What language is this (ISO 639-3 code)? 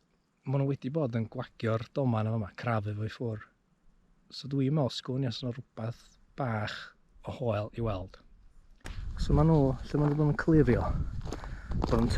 cym